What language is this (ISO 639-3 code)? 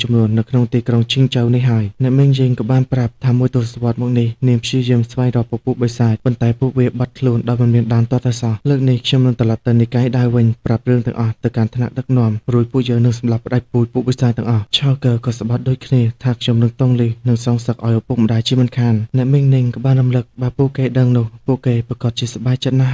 khm